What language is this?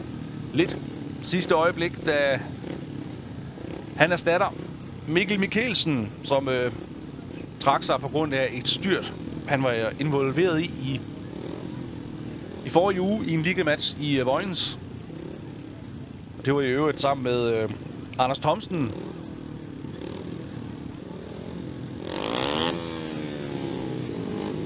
Danish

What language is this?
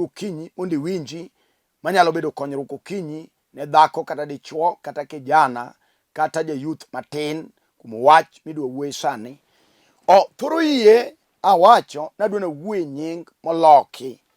Luo (Kenya and Tanzania)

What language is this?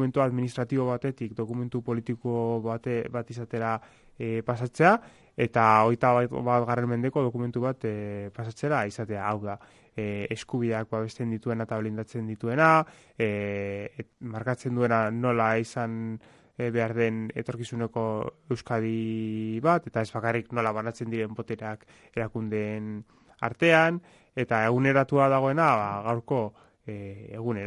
Basque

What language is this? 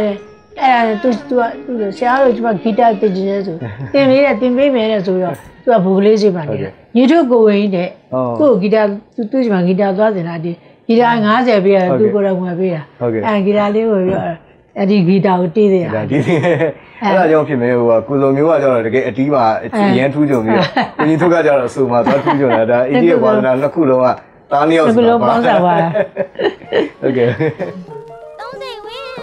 Burmese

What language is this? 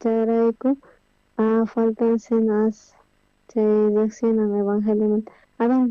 South Bolivian Quechua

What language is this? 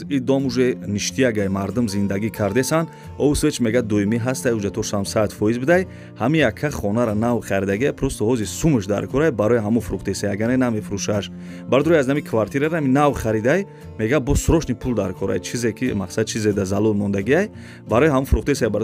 Tajik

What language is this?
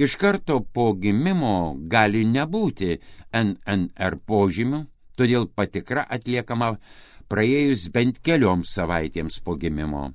Lithuanian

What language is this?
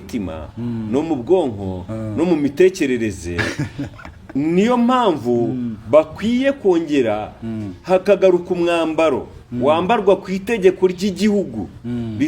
Kinyarwanda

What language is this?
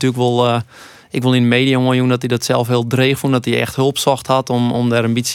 Western Frisian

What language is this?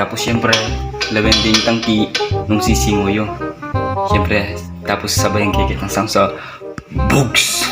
Pampanga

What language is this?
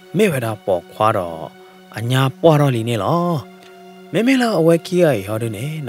S'gaw Karen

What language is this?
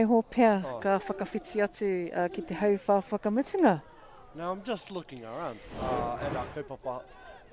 Māori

